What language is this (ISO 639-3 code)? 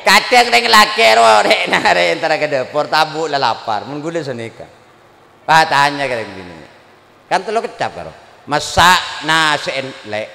mad